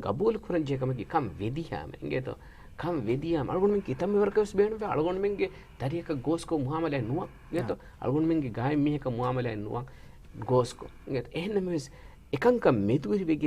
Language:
Divehi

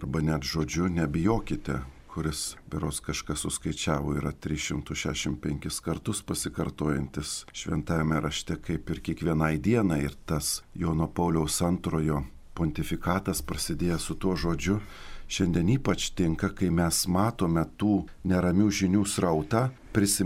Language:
Lithuanian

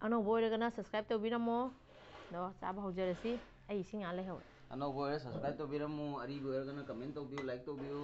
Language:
Manipuri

